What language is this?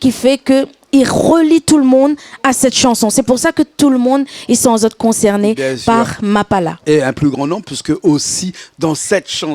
Réunion Creole French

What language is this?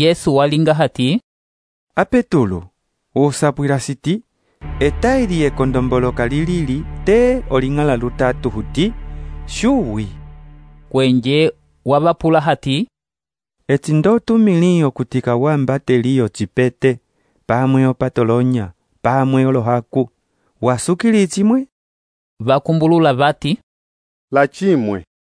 Umbundu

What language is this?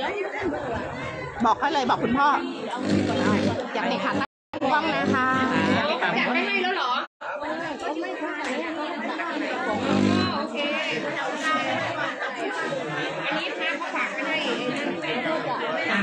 Thai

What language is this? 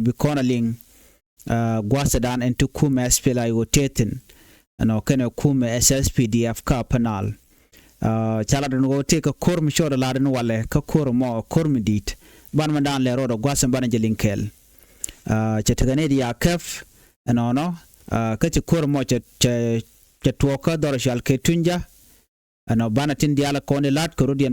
Nuer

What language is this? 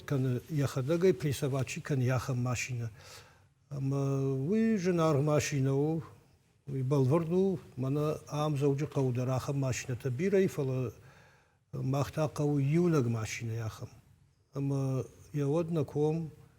Ossetic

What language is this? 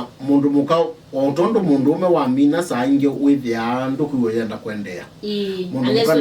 Kamba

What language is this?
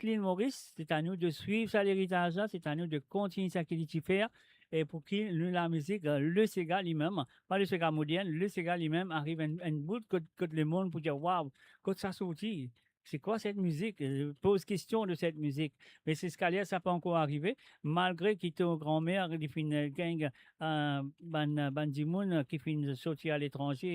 Morisyen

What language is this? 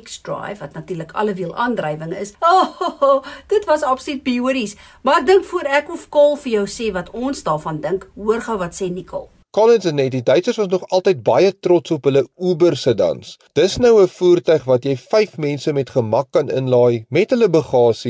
Afrikaans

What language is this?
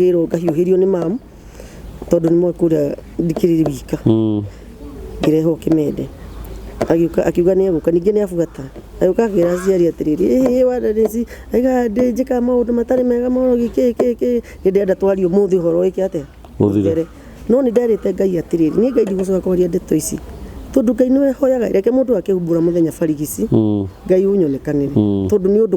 Kikuyu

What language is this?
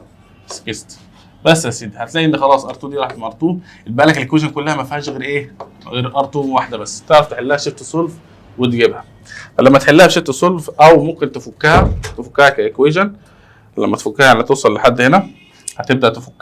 Egyptian Arabic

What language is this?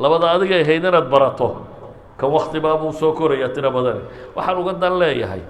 Somali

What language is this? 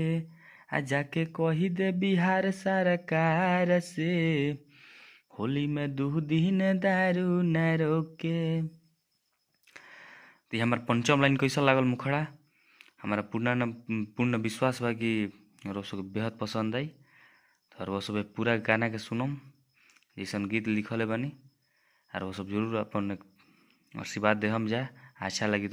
Bhojpuri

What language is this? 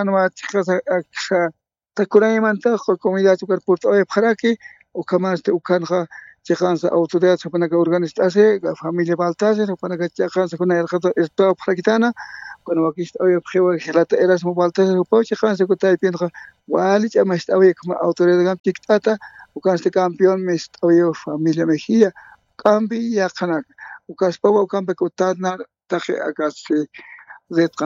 Aymara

